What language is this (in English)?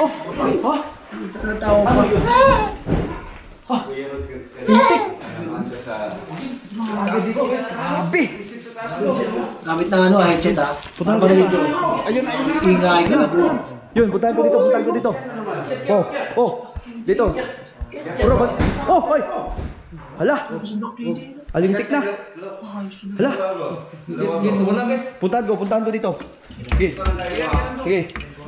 Filipino